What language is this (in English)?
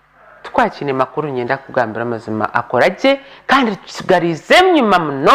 Nyankole